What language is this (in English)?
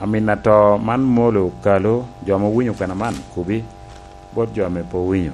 Lango (Uganda)